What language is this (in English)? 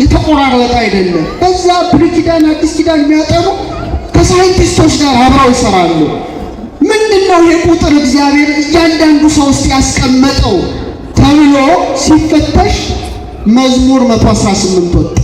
Amharic